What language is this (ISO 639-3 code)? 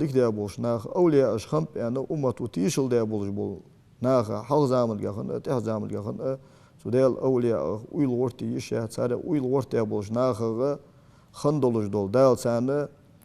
inh